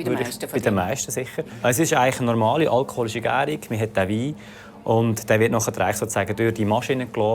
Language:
Swiss German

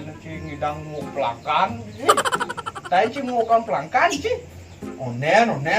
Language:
Balinese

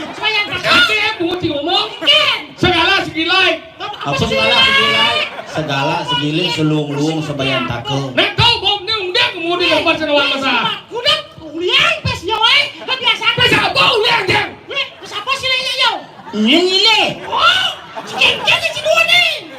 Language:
Balinese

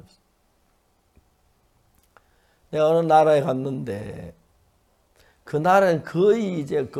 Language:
Korean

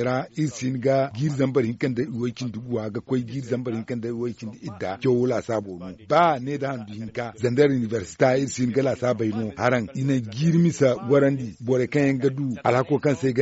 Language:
Zarma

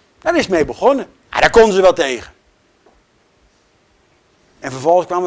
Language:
Dutch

